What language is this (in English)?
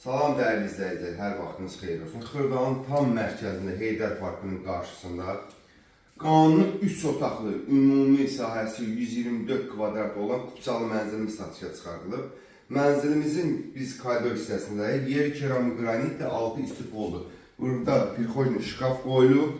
Azerbaijani